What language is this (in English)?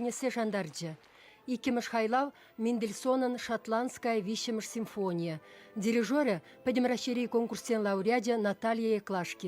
Chuvash